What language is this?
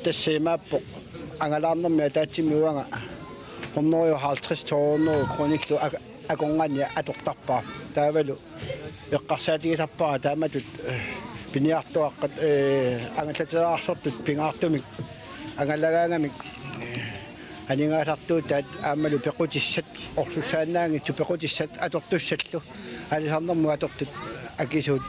Kalaallisut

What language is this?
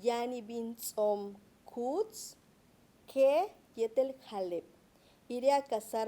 Yucateco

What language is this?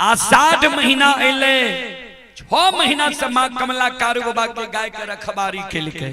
Maithili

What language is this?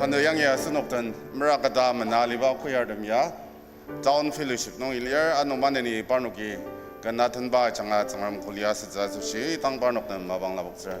Ao Naga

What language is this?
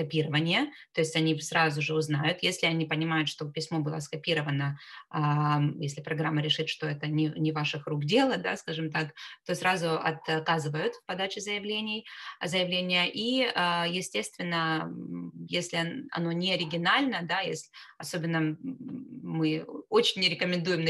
Russian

